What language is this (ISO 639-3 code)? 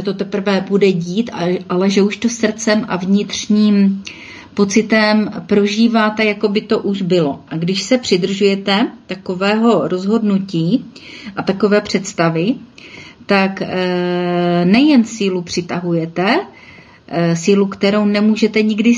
ces